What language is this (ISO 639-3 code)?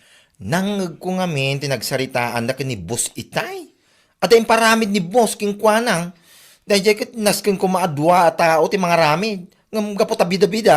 ilo